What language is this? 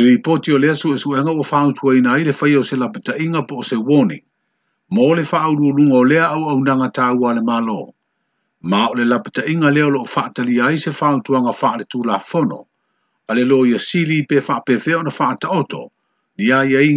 Samoan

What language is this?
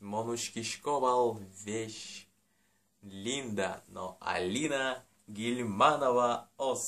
Udmurt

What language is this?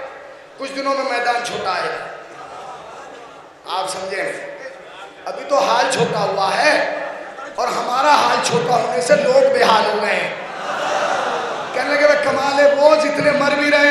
Hindi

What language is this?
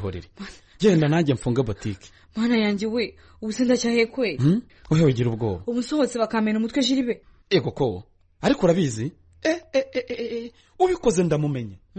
Kinyarwanda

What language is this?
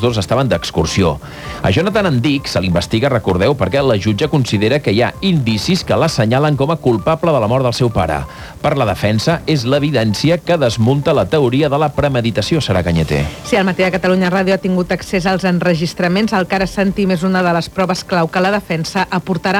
Catalan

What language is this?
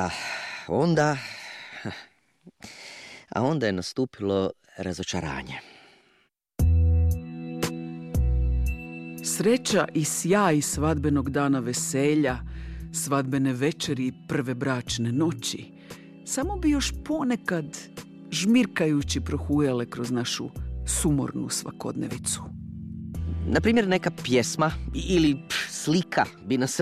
Croatian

